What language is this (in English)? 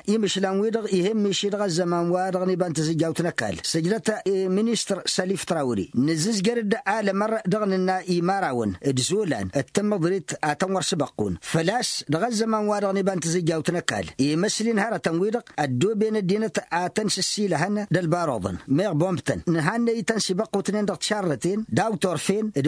Tamasheq